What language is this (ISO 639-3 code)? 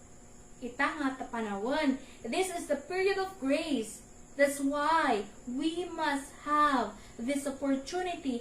ilo